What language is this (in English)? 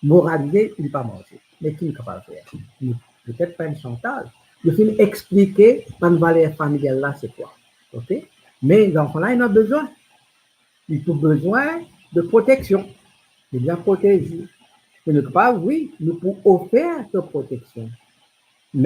Morisyen